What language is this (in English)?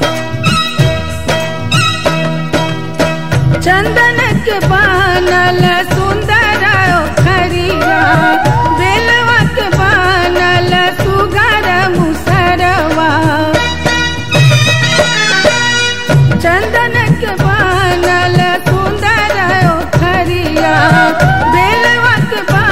Bhojpuri